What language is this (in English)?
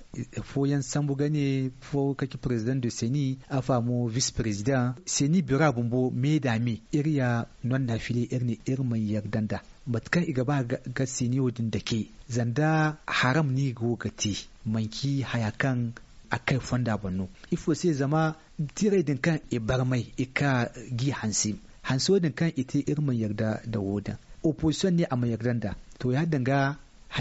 Zarma